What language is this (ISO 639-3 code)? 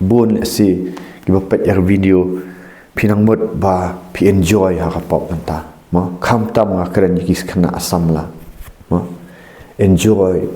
kha